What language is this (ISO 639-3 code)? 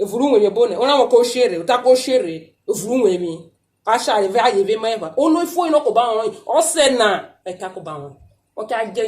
urh